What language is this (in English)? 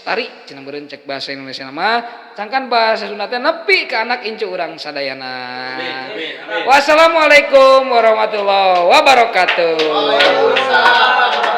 Sundanese